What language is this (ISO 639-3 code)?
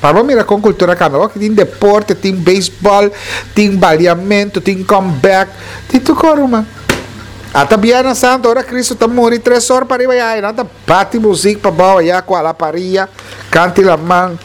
pap